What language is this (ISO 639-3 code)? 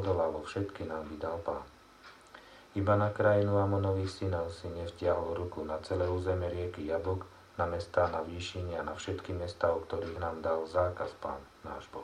slk